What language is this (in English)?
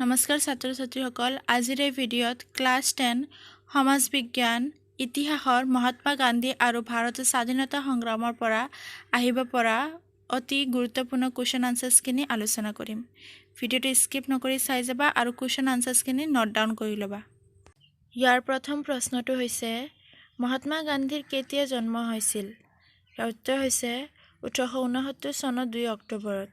Assamese